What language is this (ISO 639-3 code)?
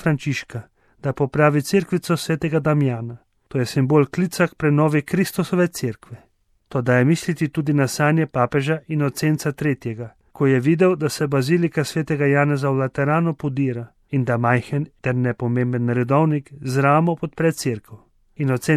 slv